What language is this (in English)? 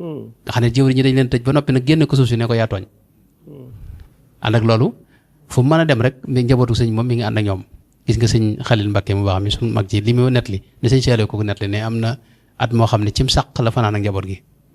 Wolof